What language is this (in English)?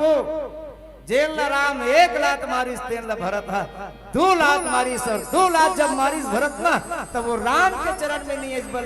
Chhattisgarhi